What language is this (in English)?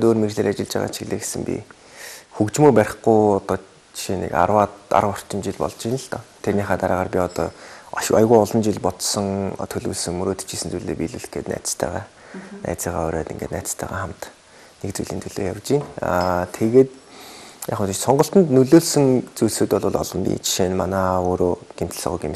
Mongolian